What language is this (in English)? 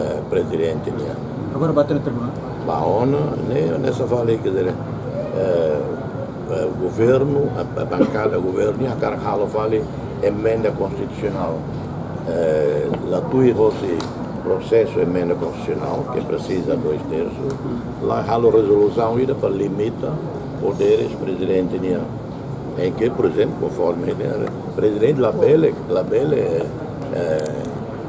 Tetum